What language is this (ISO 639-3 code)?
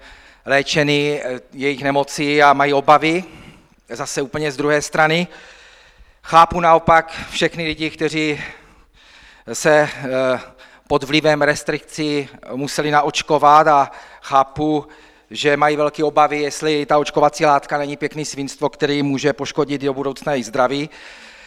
ces